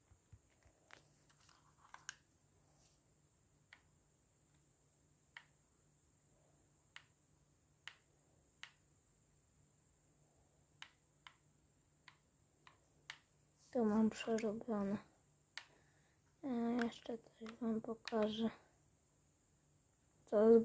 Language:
Polish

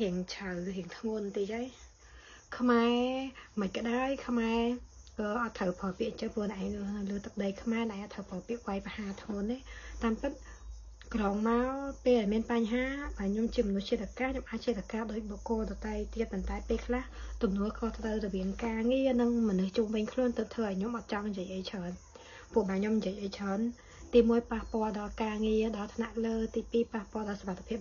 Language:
Khmer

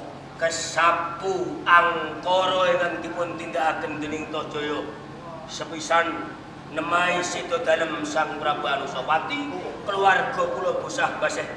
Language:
Javanese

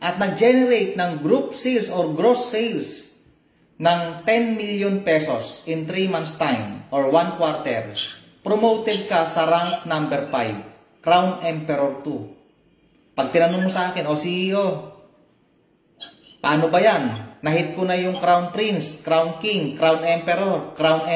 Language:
Filipino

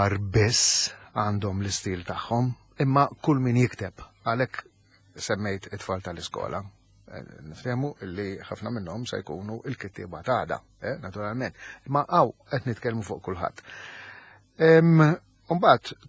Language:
Maltese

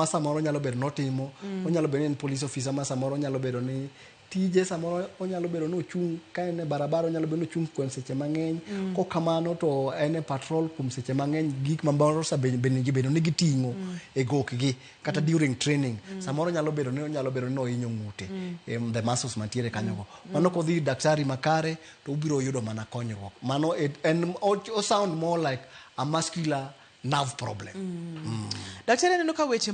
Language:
Luo (Kenya and Tanzania)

